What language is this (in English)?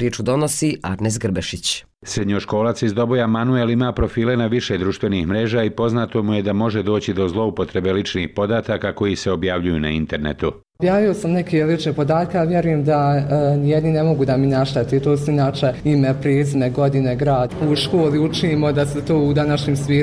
Bosnian